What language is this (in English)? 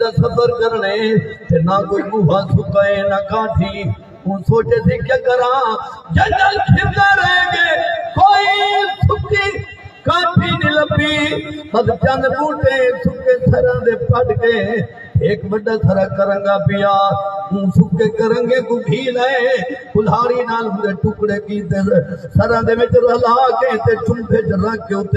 Saraiki